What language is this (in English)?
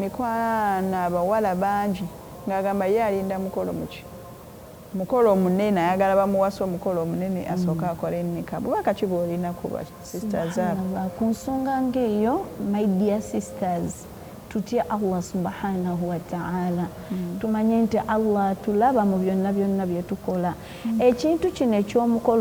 Ganda